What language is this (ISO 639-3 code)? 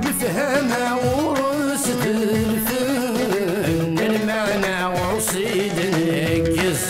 kab